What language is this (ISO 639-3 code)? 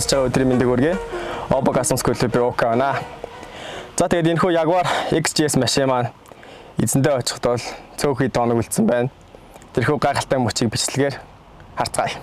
mon